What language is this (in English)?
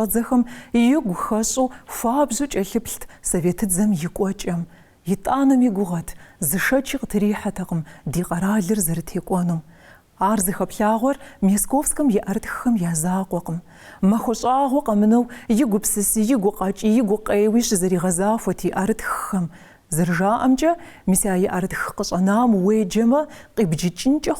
Kabardian